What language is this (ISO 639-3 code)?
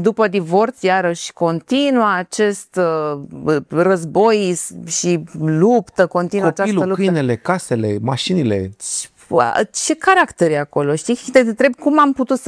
ron